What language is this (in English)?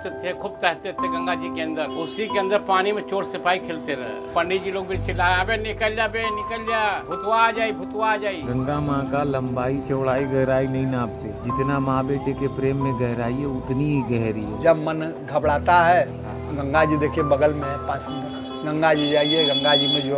Hindi